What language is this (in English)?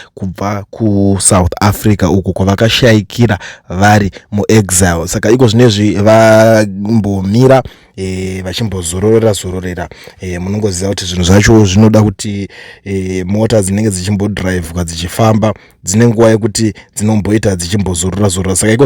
Shona